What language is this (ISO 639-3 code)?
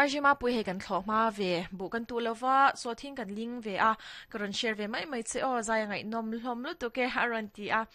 lus